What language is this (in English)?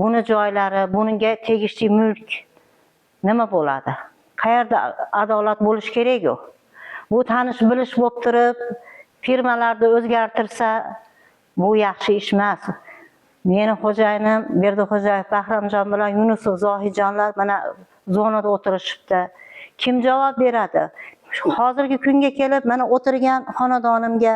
Uzbek